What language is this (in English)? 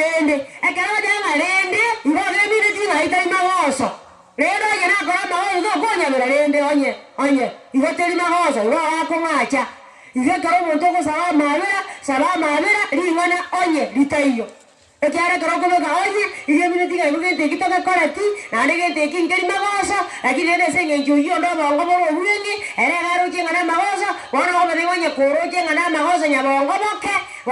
Gusii